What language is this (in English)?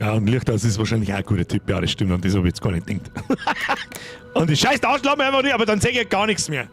Bavarian